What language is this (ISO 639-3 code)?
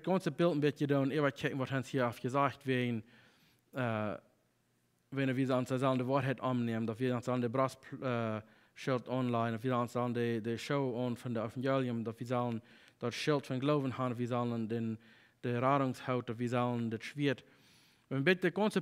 pdt